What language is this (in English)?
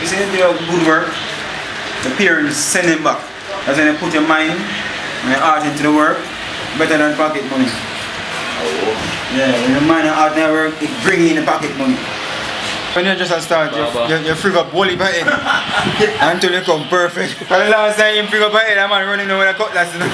Jamaican Creole English